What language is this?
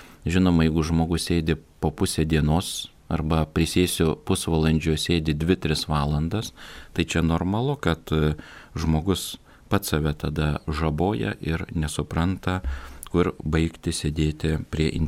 Lithuanian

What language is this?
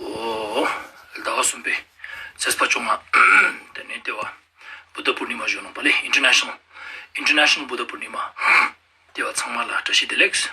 Ladakhi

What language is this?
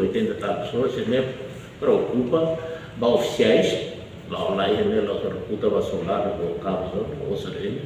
Tetum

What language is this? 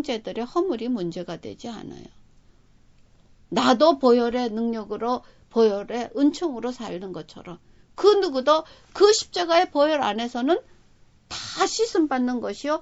Korean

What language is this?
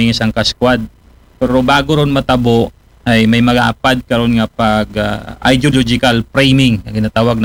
Aklanon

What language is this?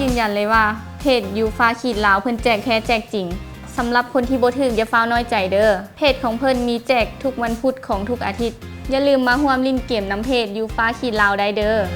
Lao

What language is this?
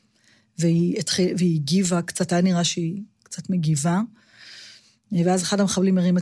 Hebrew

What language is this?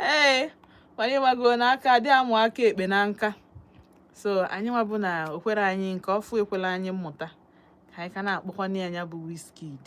Igbo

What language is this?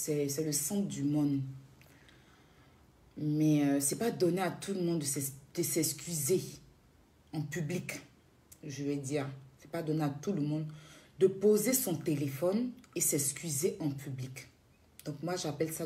French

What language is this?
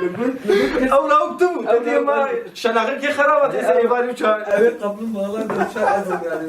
Kurdish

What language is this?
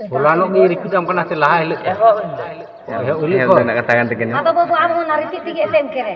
Santali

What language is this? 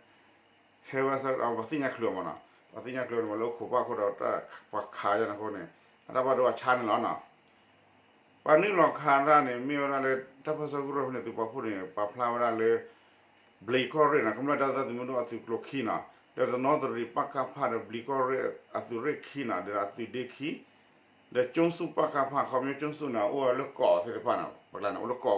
S'gaw Karen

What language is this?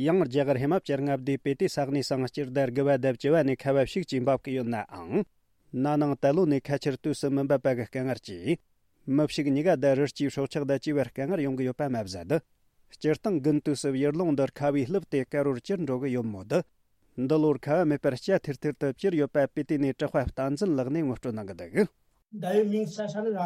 Tibetan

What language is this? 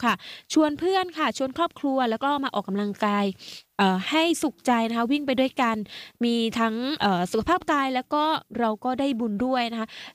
Thai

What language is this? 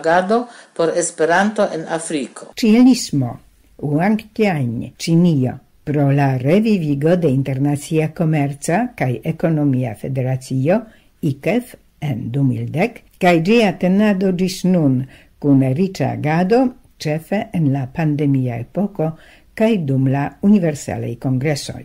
Esperanto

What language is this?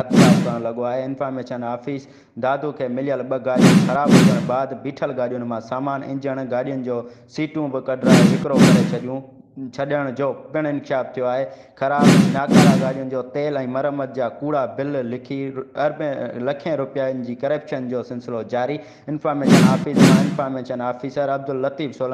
Sindhi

